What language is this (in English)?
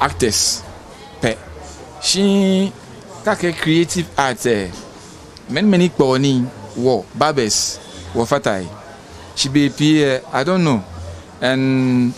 Ga